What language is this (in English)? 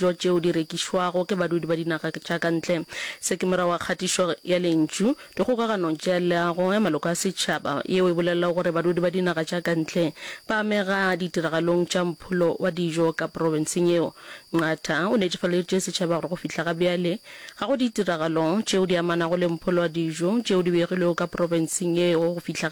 Northern Sotho